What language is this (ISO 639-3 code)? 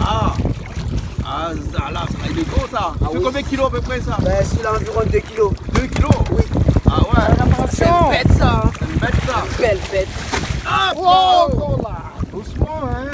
rcf